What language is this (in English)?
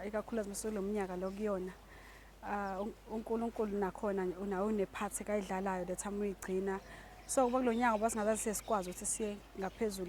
Zulu